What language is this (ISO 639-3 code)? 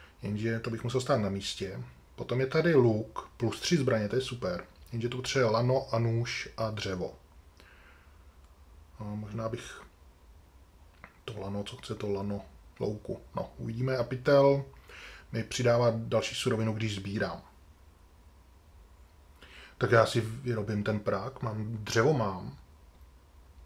ces